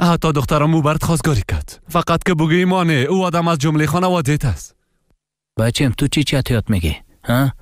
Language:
Persian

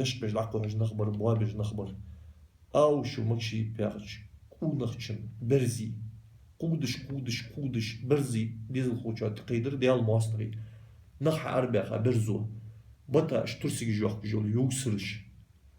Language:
Ingush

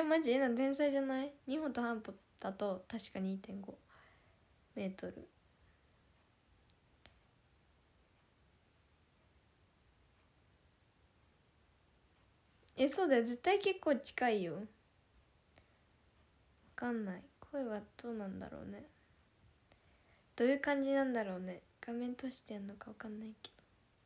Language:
Japanese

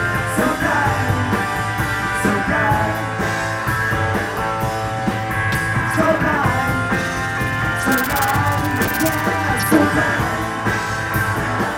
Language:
English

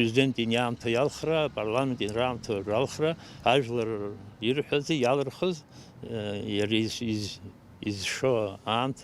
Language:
Abkhazian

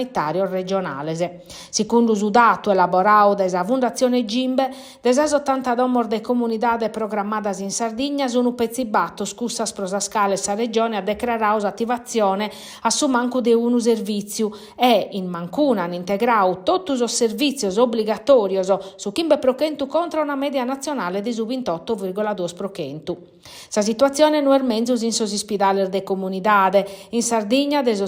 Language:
Sardinian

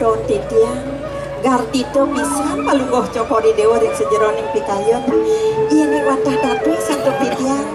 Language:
Balinese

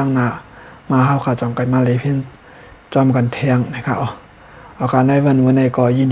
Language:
Shan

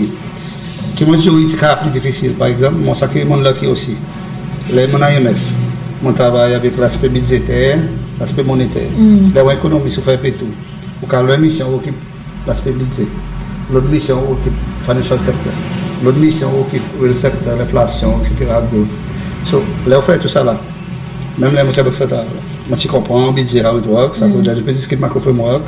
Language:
Seselwa Creole French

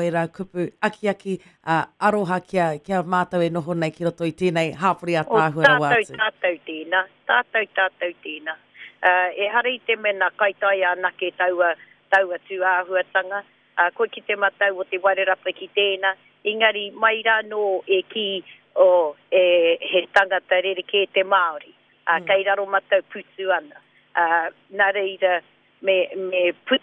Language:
Māori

